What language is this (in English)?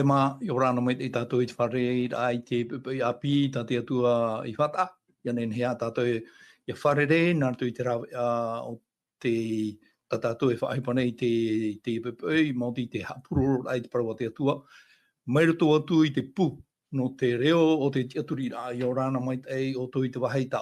Tahitian